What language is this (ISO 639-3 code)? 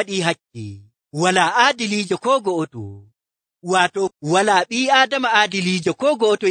fuv